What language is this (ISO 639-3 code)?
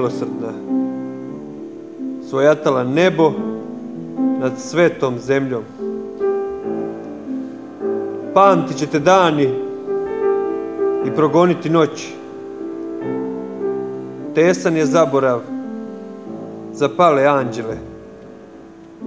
srp